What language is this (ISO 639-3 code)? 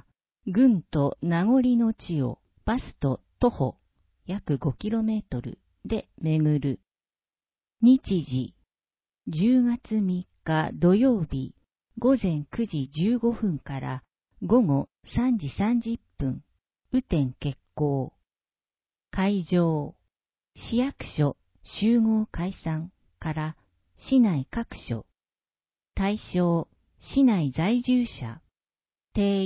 jpn